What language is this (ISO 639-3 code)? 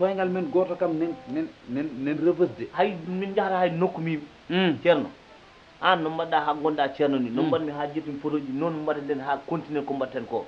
ful